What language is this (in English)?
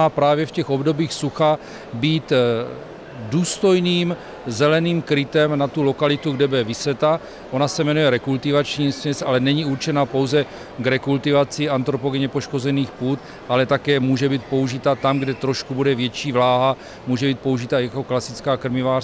Czech